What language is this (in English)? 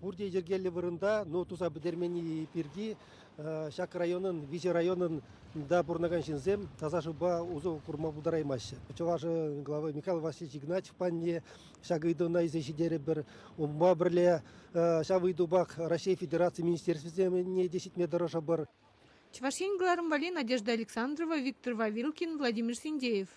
Chuvash